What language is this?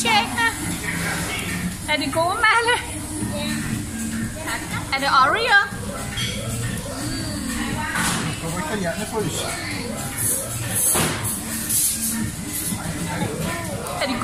Danish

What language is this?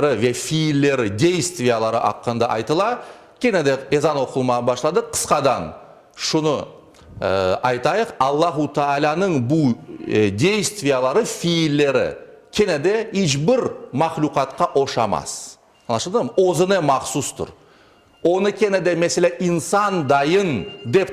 Crimean Tatar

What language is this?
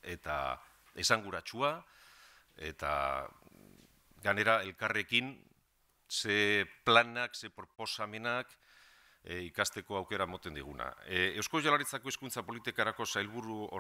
Basque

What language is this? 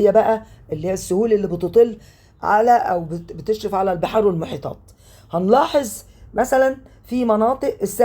Egyptian Arabic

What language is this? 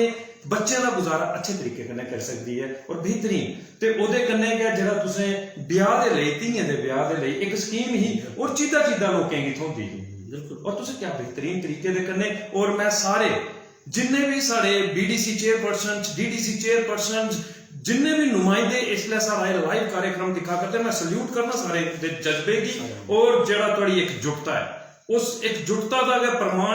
Dogri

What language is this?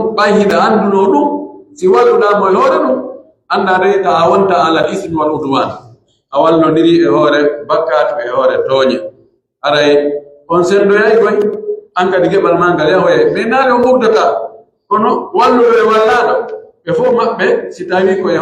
Pular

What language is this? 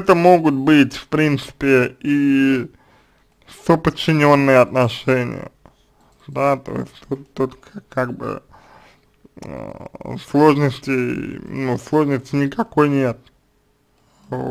Russian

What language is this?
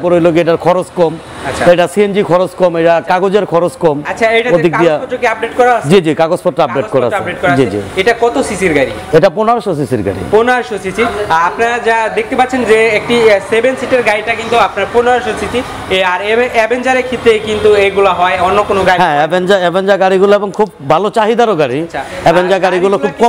Bangla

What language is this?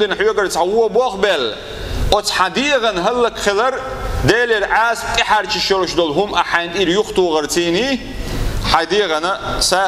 Chechen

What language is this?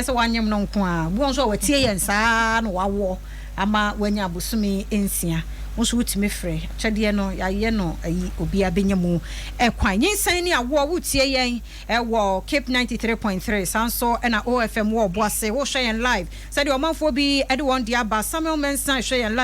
Akan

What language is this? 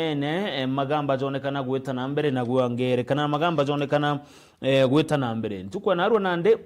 Meru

